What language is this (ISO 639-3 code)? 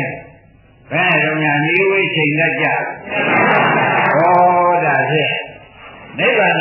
mya